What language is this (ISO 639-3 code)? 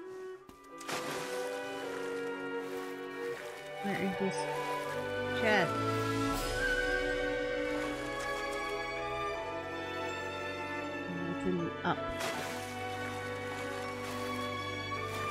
jpn